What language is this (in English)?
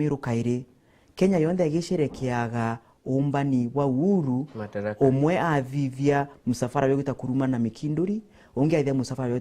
Meru